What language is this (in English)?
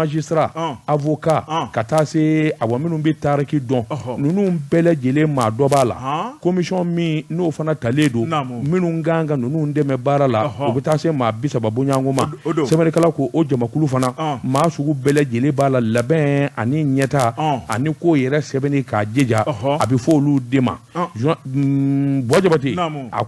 Bambara